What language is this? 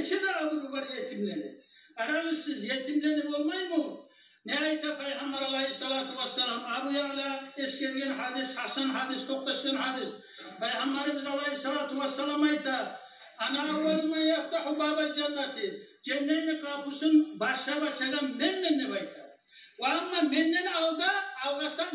Kumyk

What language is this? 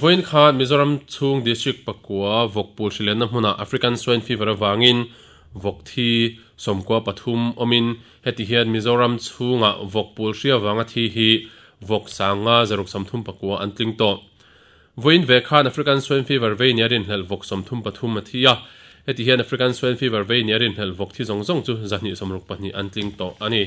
Mizo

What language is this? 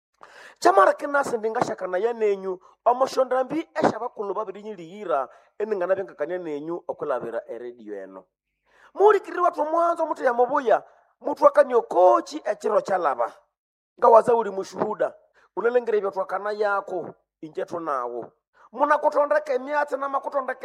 Nande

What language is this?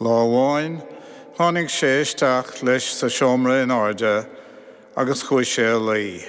Irish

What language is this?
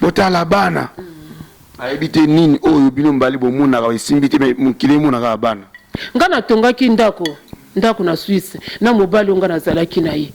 Lingala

